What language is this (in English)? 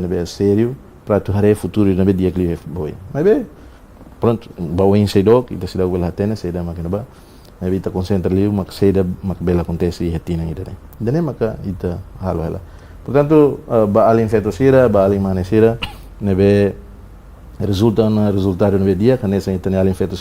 Tetum